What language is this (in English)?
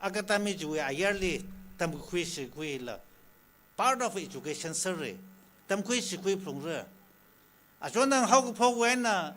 Tangkhul Naga (India)